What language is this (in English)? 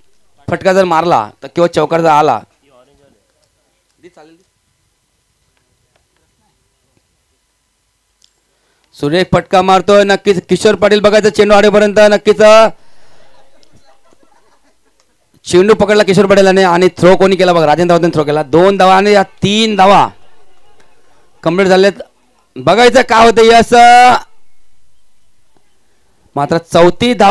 Marathi